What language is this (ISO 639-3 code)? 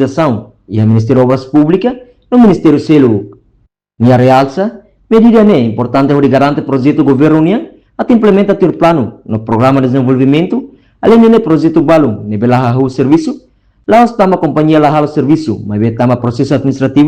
tet